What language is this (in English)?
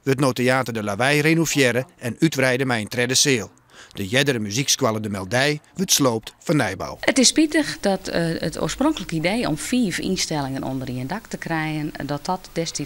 Western Frisian